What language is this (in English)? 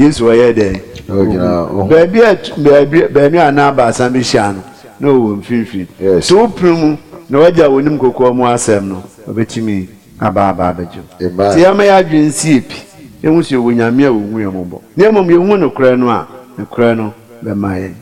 Akan